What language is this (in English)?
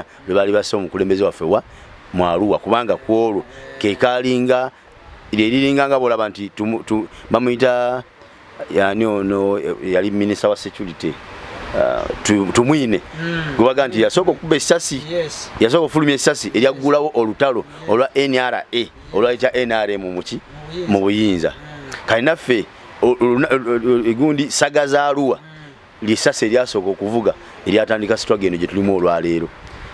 Ganda